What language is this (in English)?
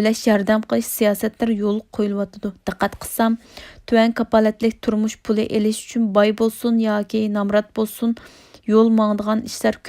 Uyghur